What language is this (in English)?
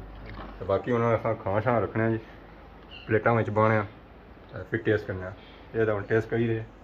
Pahari-Potwari